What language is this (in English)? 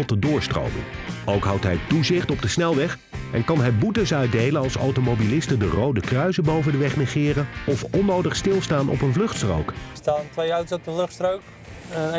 Dutch